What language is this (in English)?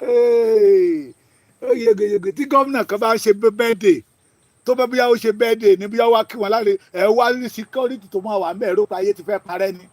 Yoruba